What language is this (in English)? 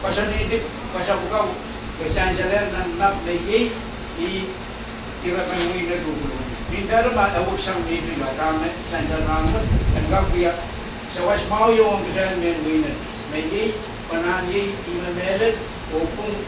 Pohnpeian